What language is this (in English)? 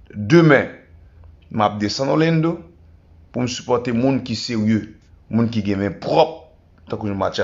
Haitian Creole